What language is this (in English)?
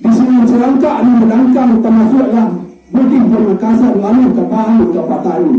Minangkabau